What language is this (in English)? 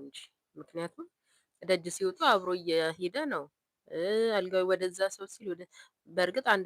Amharic